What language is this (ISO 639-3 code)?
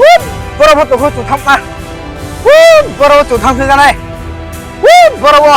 ria